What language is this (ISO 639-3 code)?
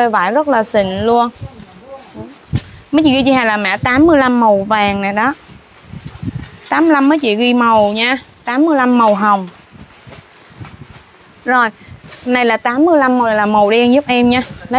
vie